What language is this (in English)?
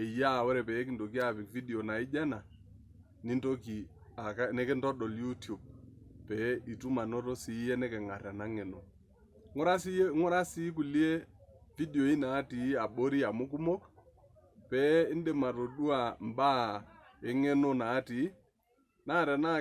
Masai